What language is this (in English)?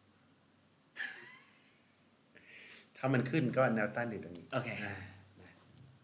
Thai